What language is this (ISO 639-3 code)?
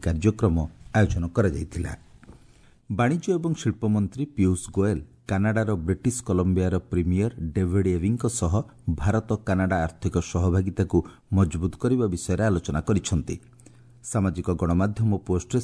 ori